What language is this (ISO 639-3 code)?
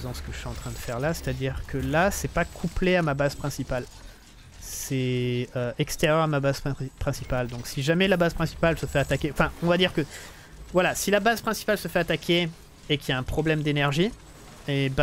fra